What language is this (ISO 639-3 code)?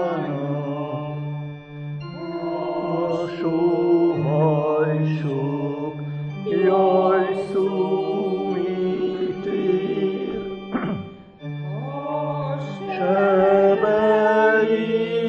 hun